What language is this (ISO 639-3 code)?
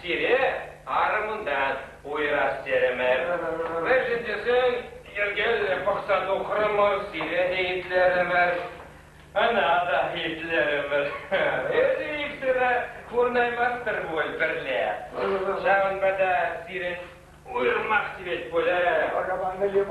chv